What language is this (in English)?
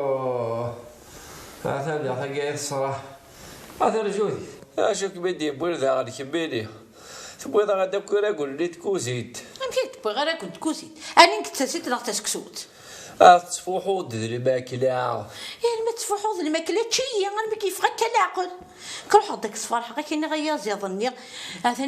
Kabyle